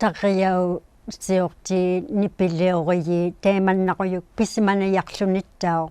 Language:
Inuktitut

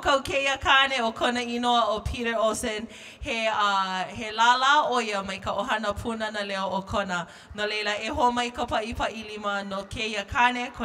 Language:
Hawaiian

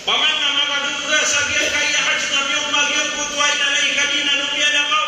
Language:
Maranao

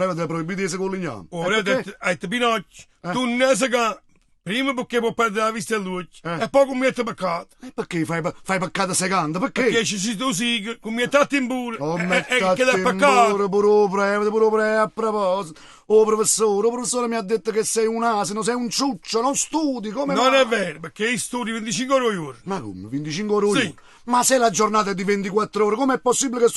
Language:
Neapolitan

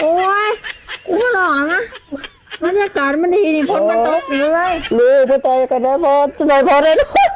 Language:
Northeastern Thai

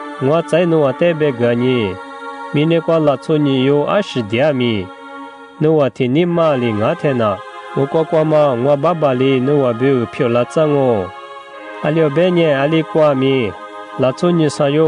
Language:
Lisu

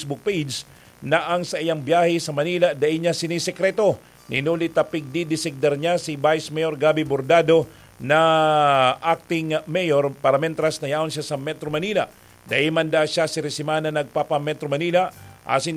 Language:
Bikol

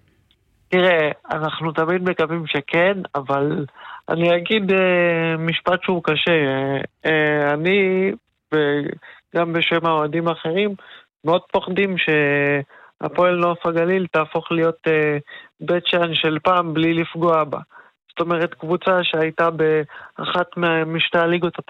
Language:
Hebrew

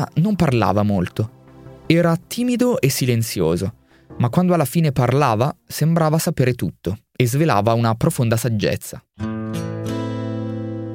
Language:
Italian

